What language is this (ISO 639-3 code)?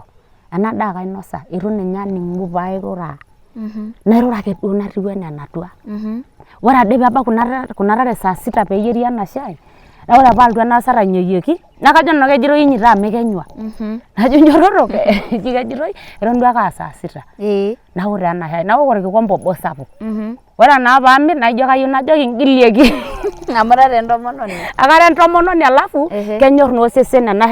mas